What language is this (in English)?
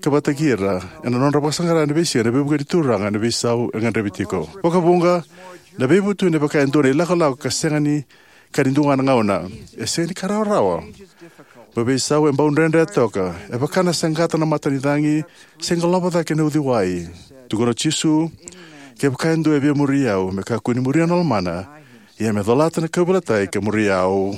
Fijian